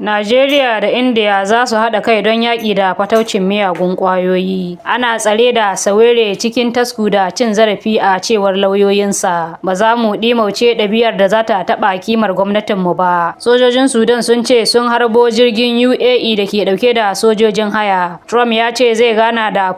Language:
Hausa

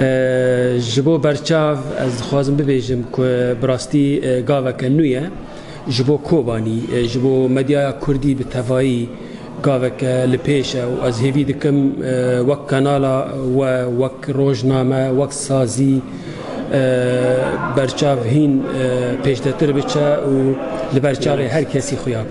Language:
Kurdish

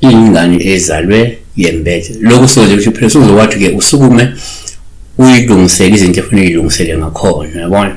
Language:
Zulu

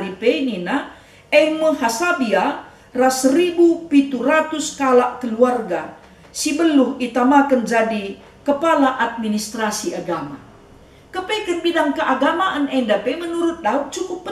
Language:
Batak Karo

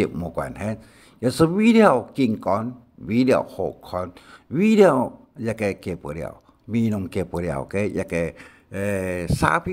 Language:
Hakka Chinese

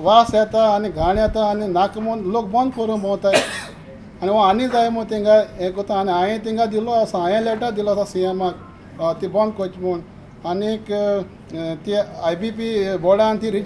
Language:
Konkani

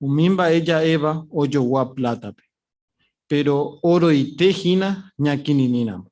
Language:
Guarani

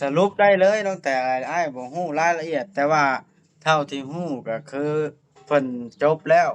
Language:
Lao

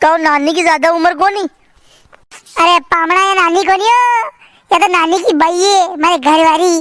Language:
Rajasthani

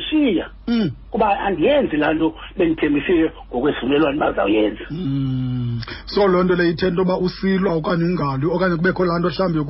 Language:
Xhosa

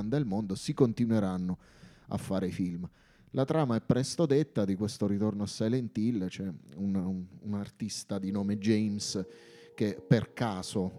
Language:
Italian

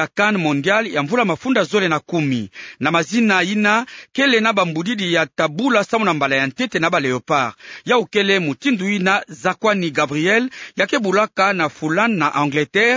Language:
Kituba (Democratic Republic of Congo)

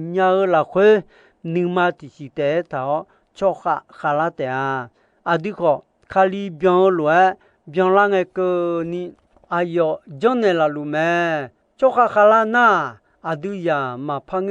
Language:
Akha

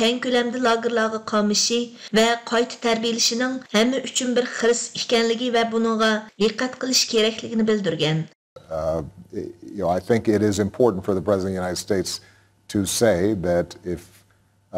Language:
Uyghur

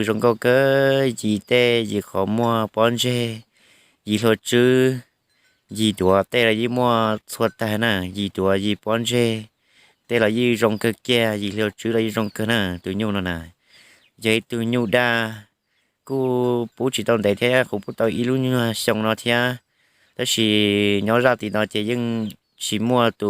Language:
Hmong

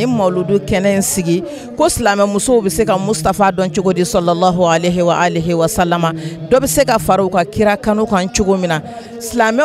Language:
Bambara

